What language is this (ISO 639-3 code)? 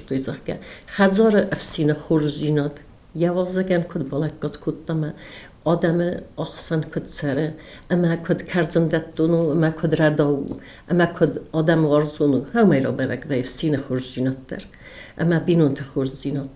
oss